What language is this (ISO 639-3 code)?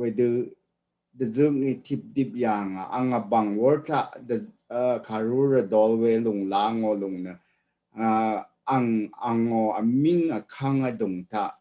raw